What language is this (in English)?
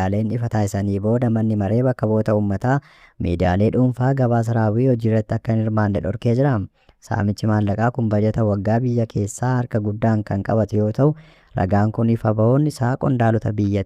Oromo